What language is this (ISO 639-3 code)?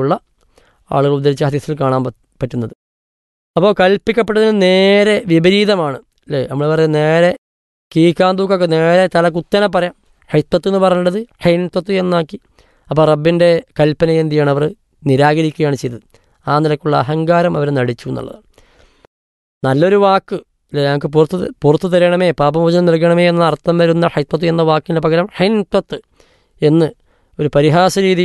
mal